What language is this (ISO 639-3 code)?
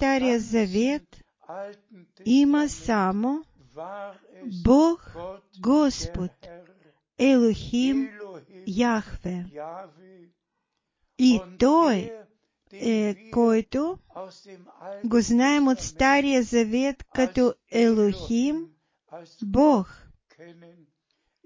bul